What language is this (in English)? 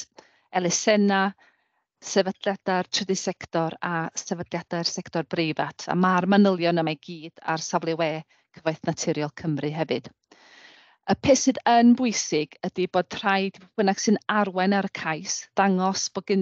Welsh